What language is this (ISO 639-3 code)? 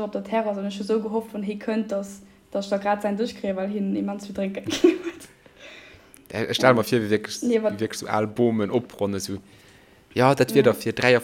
ltz